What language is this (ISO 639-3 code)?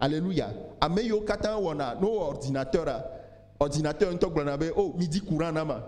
ewe